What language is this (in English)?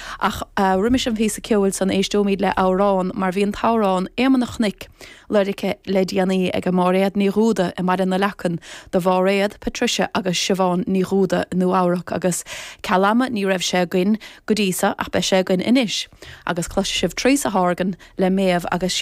Irish